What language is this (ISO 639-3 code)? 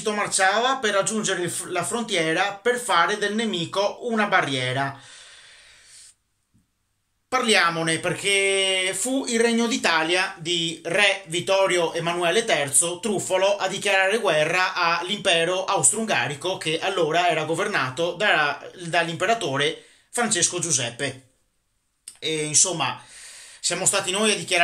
ita